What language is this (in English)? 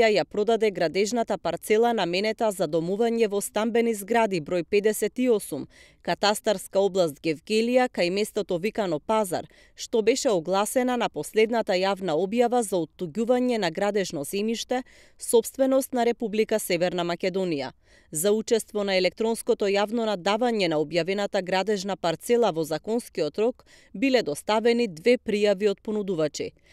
Macedonian